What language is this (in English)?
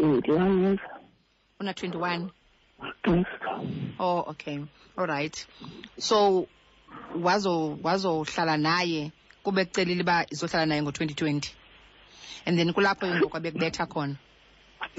Xhosa